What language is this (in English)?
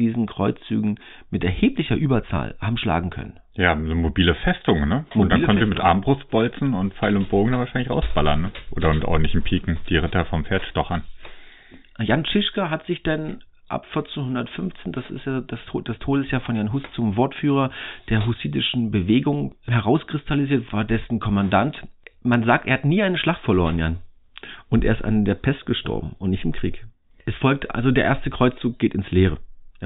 German